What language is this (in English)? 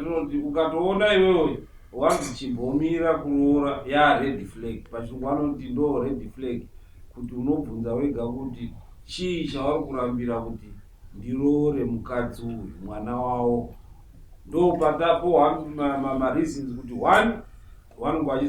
Shona